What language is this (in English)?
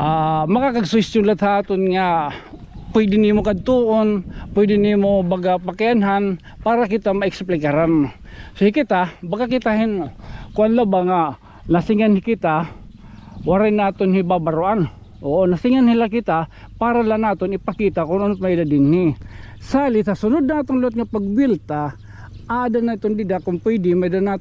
Waray